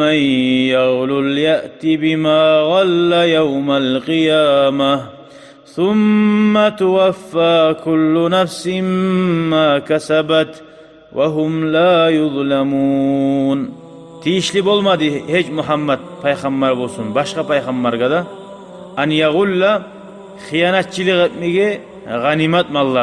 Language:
Kumyk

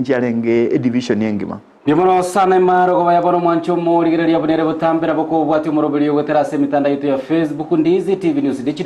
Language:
Gusii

